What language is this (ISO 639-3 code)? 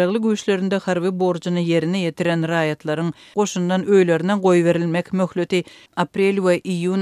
tuk